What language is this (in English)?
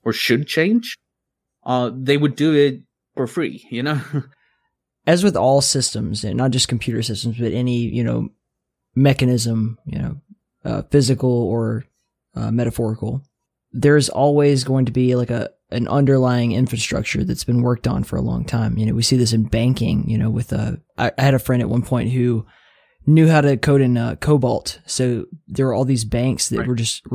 English